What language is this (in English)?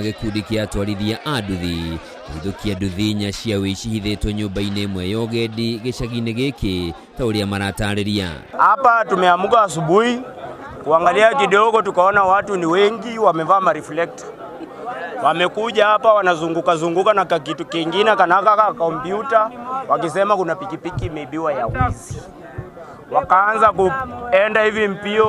Kikuyu